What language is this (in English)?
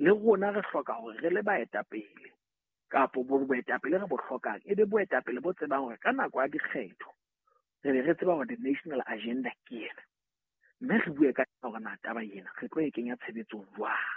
Southern Sotho